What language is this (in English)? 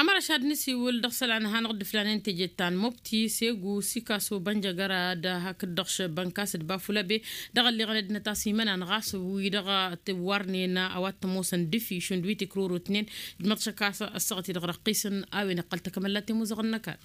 Tamasheq